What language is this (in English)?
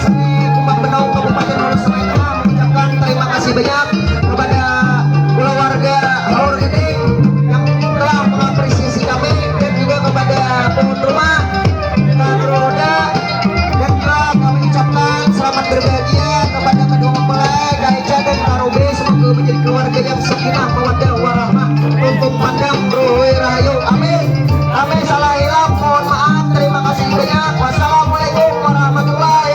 Banjar